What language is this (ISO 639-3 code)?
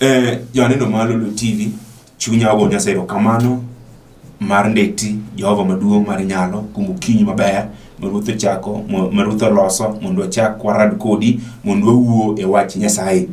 luo